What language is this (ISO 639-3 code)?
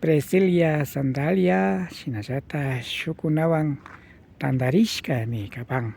qvi